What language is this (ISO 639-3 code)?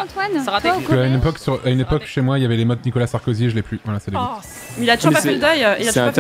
fra